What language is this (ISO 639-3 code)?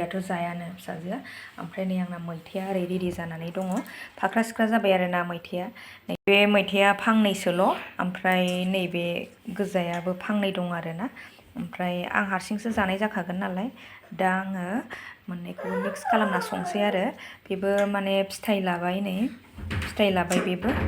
brx